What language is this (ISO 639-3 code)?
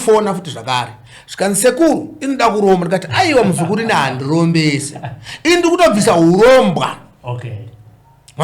sna